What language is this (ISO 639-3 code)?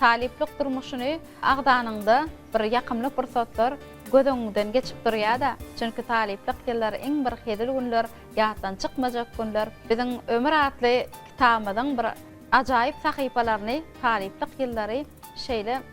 tuk